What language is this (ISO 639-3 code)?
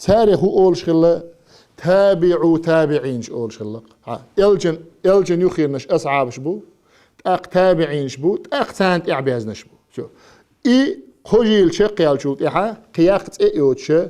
che